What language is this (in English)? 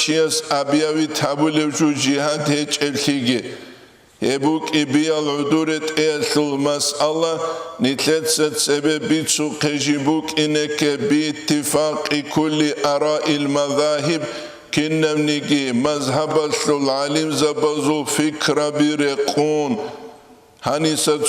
Avaric